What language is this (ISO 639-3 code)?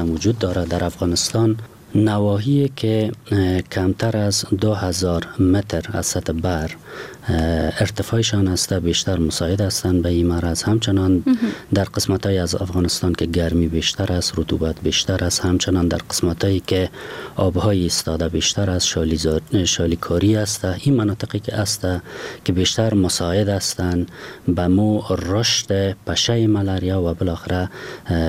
fas